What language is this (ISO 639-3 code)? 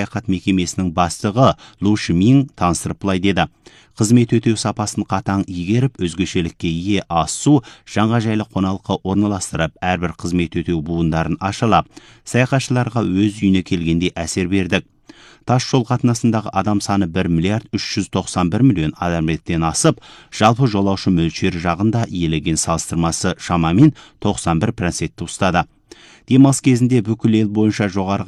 kaz